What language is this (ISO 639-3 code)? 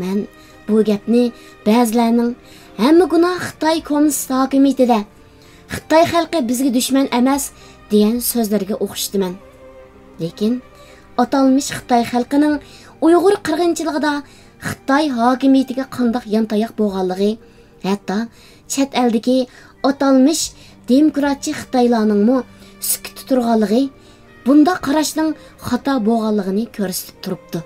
uig